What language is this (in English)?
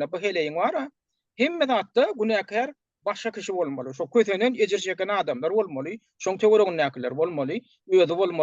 Turkmen